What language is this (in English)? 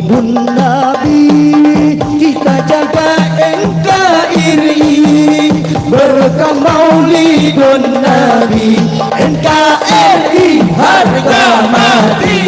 Banjar